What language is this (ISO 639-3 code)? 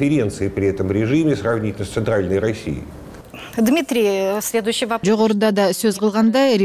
kir